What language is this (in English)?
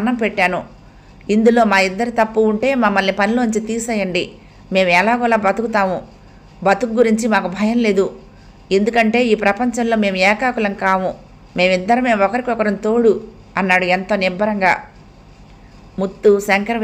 Telugu